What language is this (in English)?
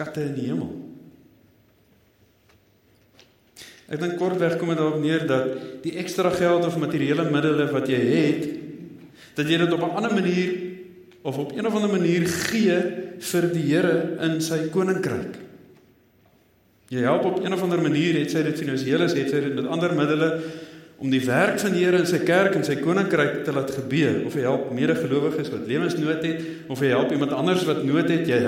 Afrikaans